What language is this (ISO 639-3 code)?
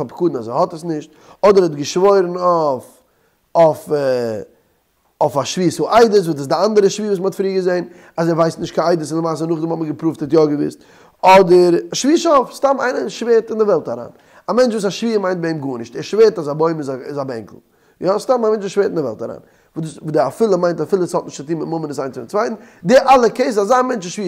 yid